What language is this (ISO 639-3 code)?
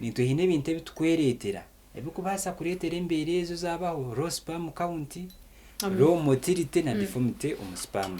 nyn